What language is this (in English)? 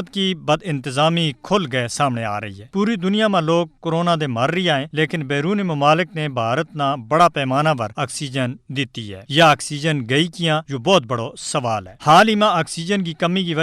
Gujari